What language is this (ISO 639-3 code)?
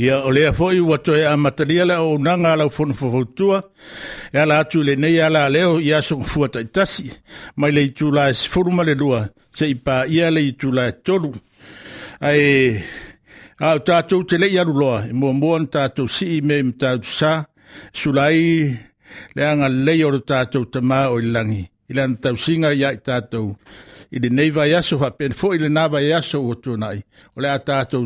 smo